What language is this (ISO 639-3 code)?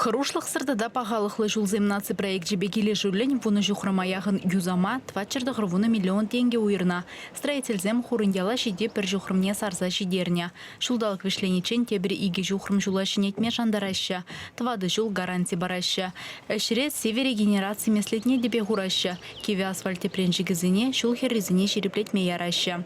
chv